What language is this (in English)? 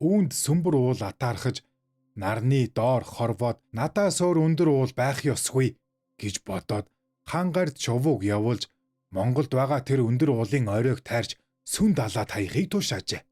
Mongolian